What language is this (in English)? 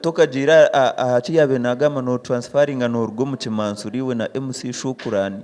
Nyankole